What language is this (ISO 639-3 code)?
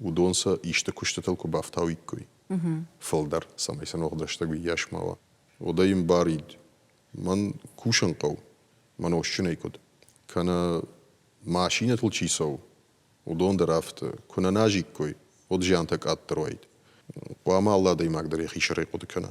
oss